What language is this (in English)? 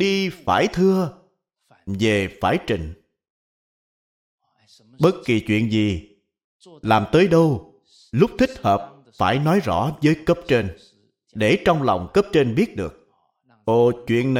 Vietnamese